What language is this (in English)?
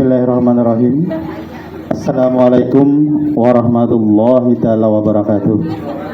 Banjar